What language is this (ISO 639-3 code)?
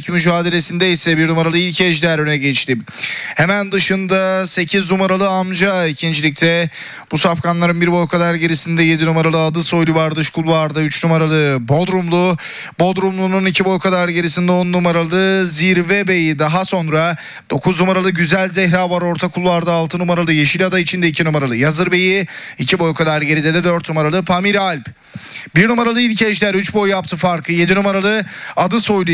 tur